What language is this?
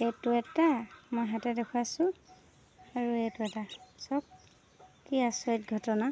Assamese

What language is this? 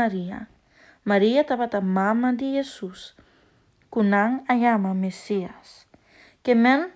Papiamento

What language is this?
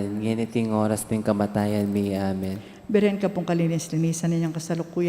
Pampanga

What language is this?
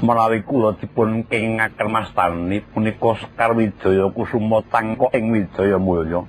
Javanese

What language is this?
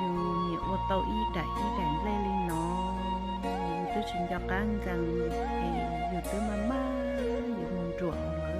Hmong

